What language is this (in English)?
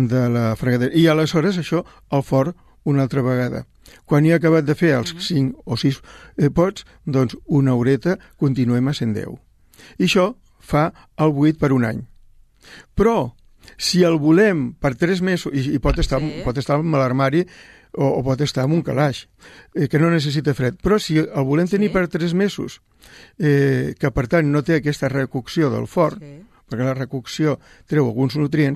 Catalan